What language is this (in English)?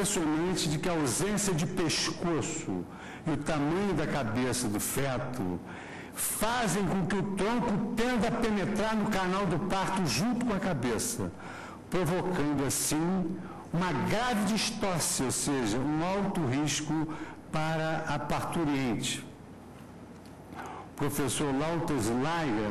Portuguese